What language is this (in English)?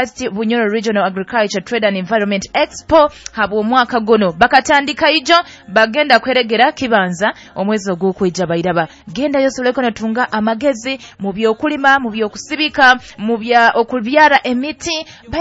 Nyoro